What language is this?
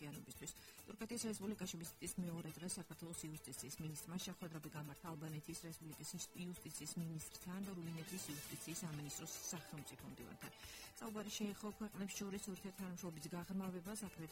Georgian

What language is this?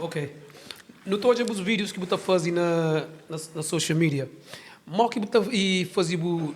Kabuverdianu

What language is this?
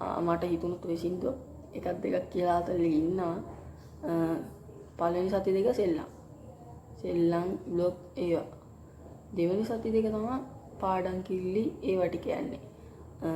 Sinhala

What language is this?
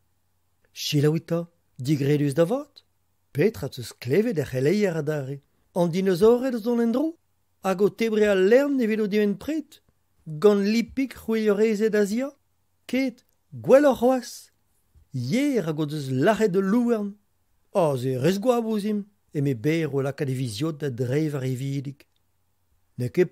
Breton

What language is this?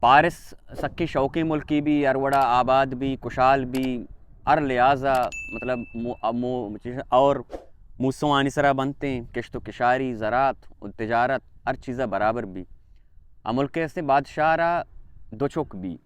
Baluchi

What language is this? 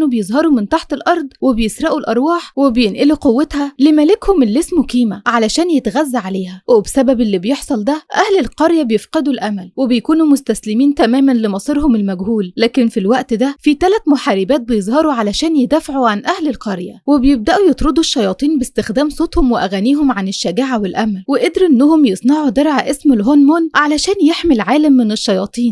Egyptian Arabic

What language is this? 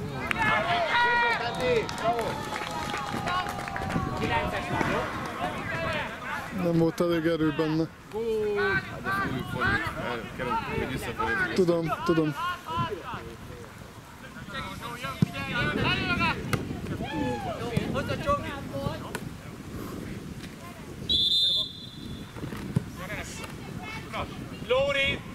Hungarian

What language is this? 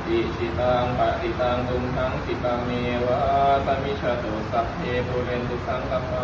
Pali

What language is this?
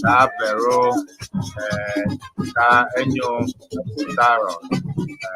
Ewe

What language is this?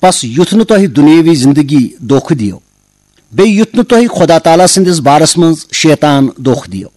Kashmiri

